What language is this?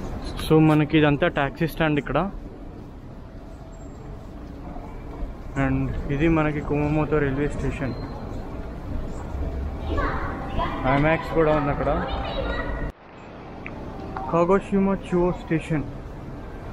Telugu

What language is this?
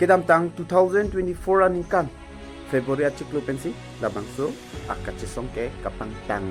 Karbi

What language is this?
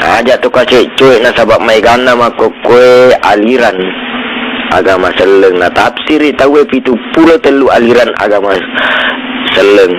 Buginese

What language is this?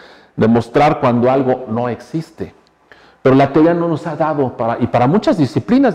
Spanish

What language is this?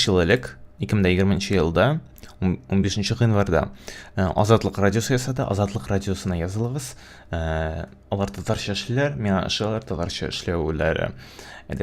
Tatar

